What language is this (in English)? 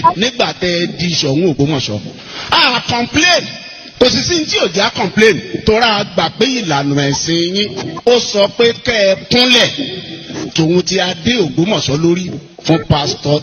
Yoruba